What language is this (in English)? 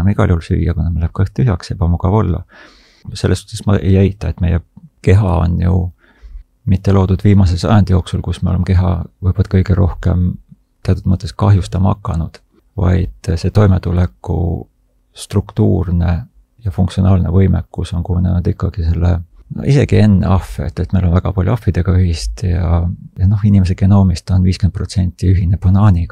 Estonian